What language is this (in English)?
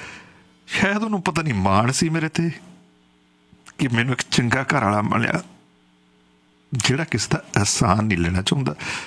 Punjabi